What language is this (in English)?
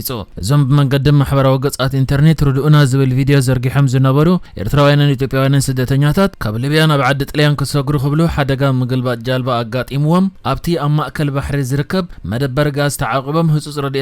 Tigrinya